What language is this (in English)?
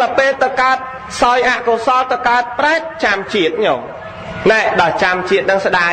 Khmer